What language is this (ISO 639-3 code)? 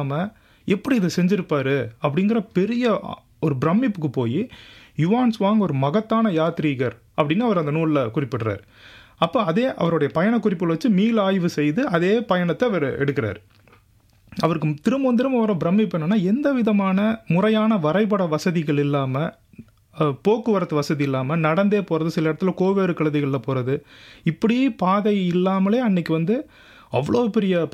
tam